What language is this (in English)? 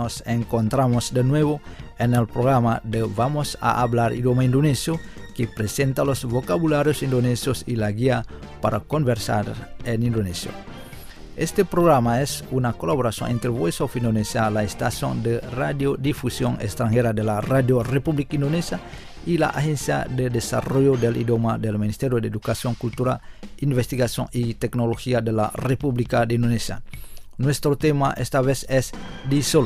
Spanish